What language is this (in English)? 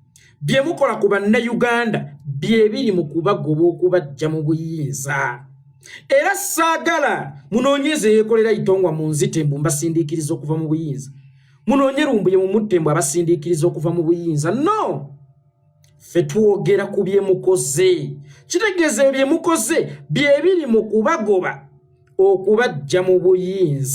Ganda